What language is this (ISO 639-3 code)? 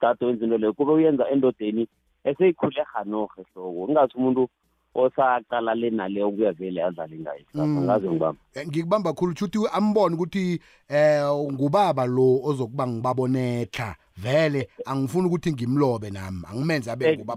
nbl